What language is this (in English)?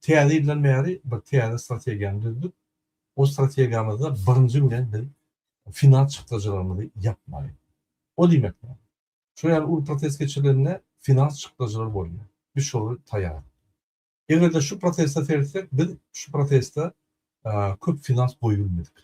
Turkmen